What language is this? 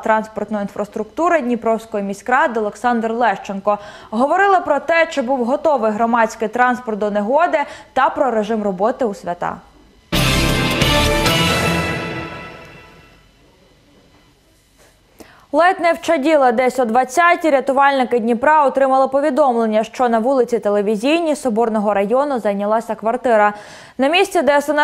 Ukrainian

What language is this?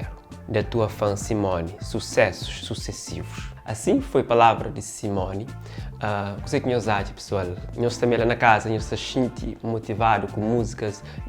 Kabuverdianu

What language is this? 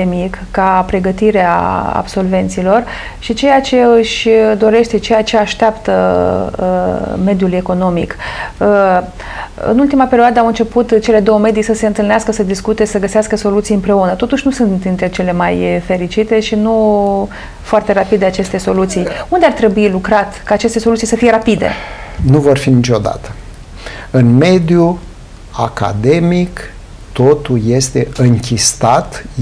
Romanian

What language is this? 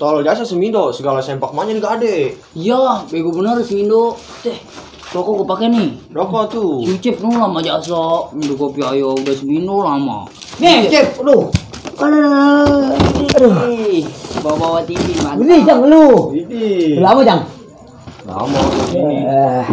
Betawi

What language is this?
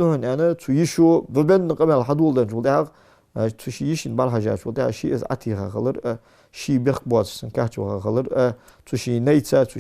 Ingush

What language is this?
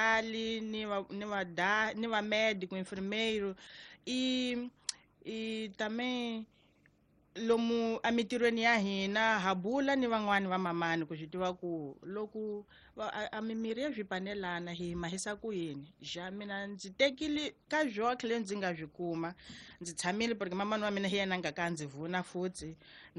Tsonga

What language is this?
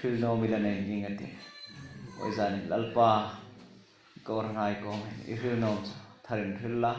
Hmar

